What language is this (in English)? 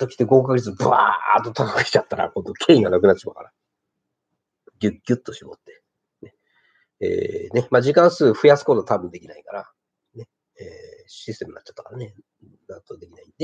Japanese